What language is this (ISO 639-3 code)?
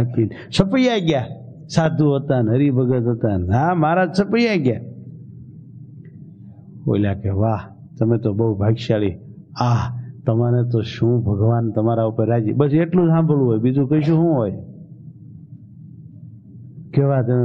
guj